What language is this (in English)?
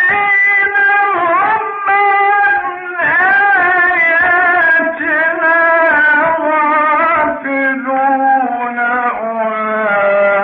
Arabic